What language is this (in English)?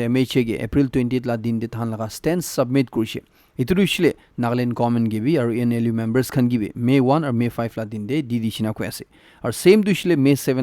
Naga Pidgin